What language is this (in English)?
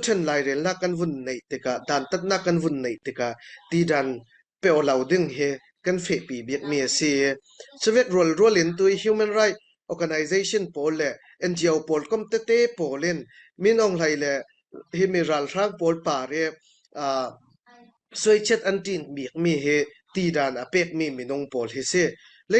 Falam Chin